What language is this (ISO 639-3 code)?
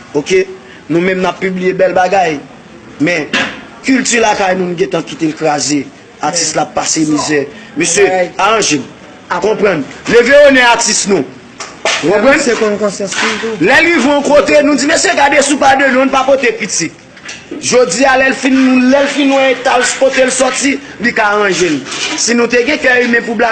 hat